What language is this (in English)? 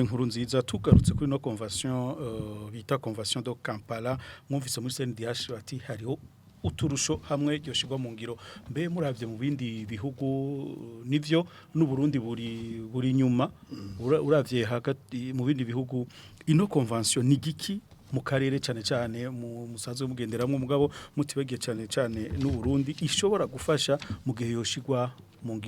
Rundi